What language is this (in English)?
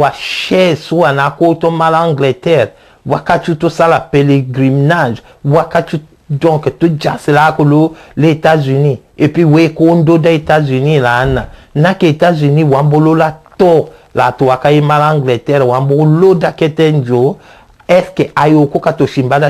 Tetela